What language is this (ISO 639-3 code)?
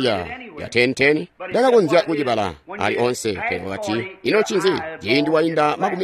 toi